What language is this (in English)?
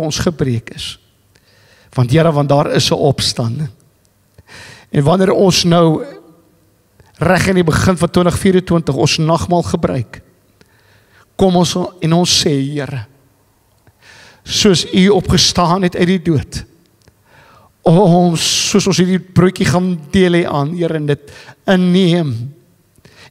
Afrikaans